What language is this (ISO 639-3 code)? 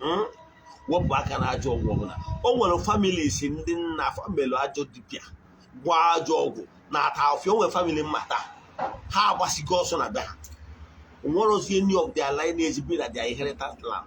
ibo